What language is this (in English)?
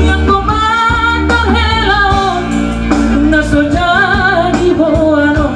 Batak Toba